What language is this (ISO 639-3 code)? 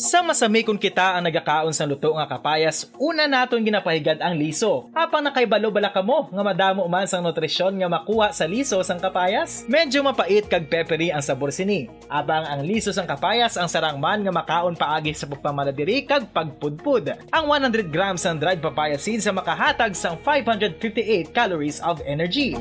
hil